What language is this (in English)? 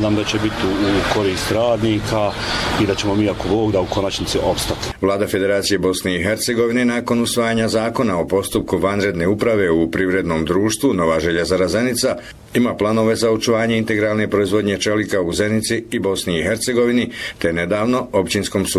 Bosnian